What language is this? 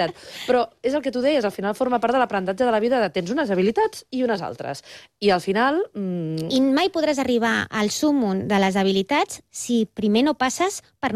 Catalan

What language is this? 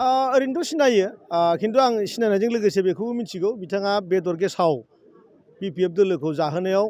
Bodo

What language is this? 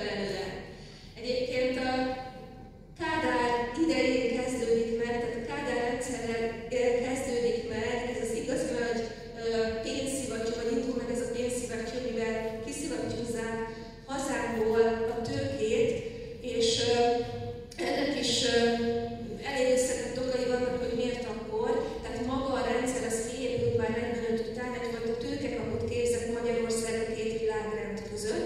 Hungarian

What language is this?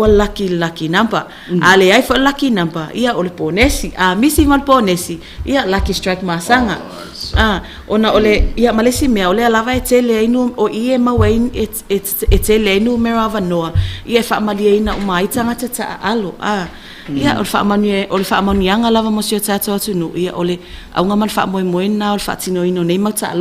Samoan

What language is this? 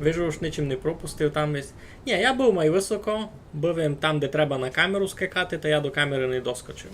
Rusyn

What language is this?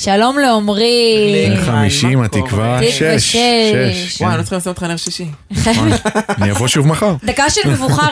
Hebrew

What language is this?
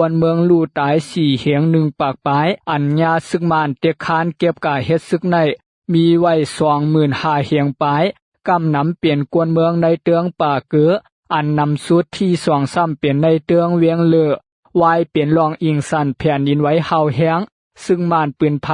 Lao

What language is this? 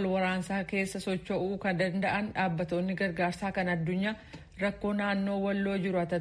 Oromo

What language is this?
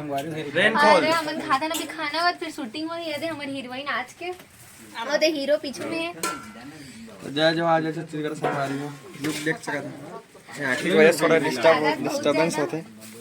Chhattisgarhi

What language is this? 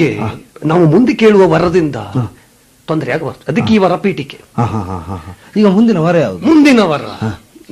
Kannada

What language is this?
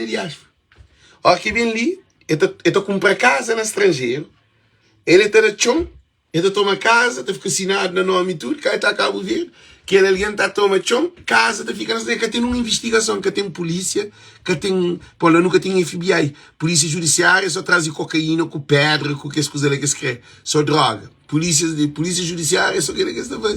Kabuverdianu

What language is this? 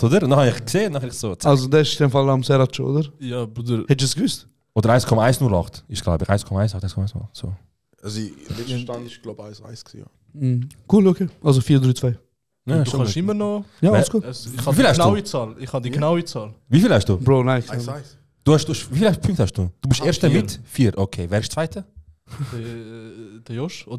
Swiss German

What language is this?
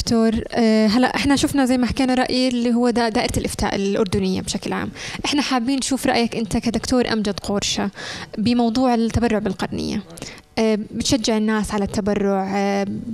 North Levantine Arabic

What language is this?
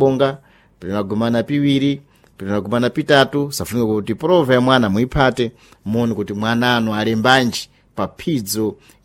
Sena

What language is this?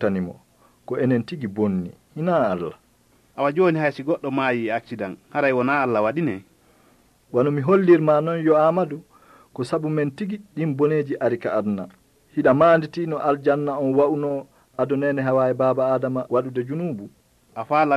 Fula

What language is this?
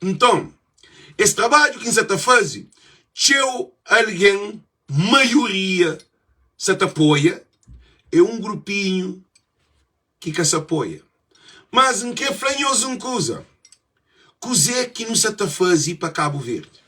Kabuverdianu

